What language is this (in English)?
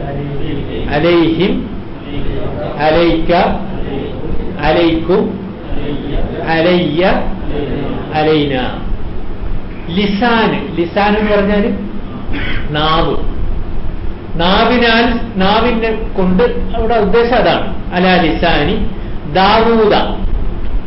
Malayalam